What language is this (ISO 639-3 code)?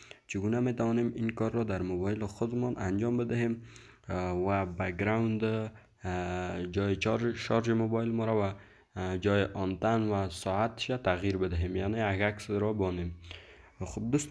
fas